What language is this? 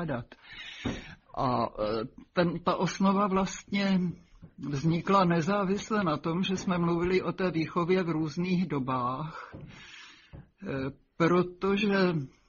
Czech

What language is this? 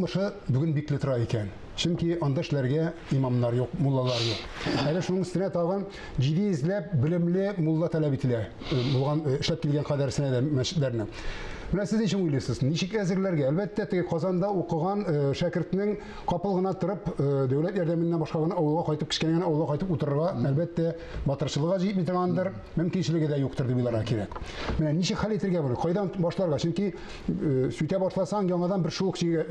Tatar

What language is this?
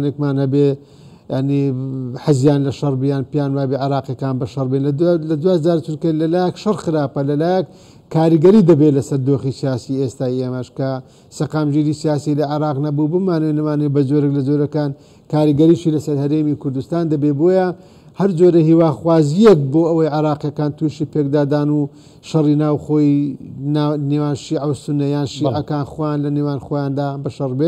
Central Kurdish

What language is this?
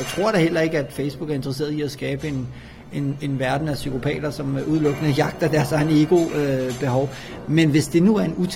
Danish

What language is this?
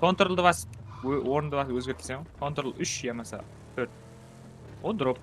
Kara-Kalpak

